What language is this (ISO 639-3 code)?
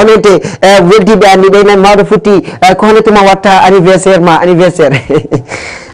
ful